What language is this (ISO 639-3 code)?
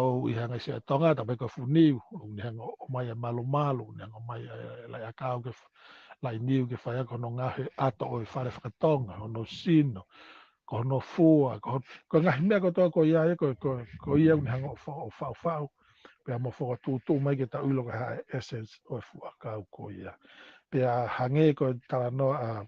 ton